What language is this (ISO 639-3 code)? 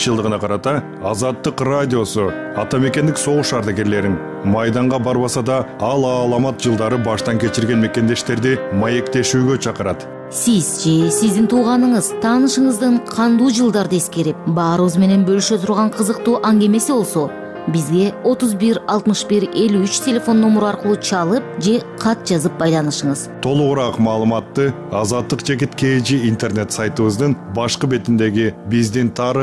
kir